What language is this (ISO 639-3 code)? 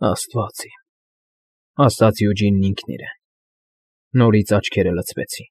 hye